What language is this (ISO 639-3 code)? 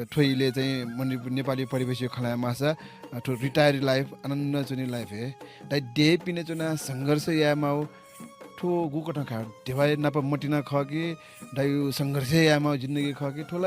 new